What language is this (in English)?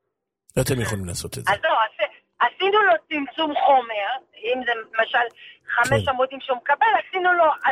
Hebrew